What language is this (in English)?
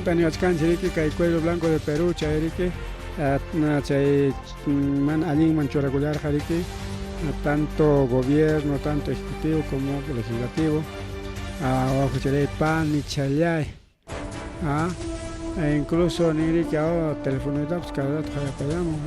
Ayacucho Quechua